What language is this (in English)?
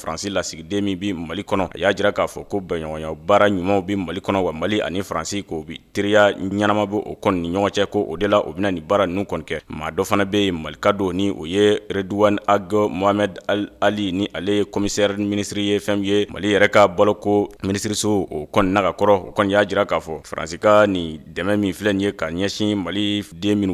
Bambara